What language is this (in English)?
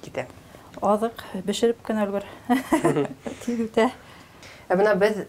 Bashkir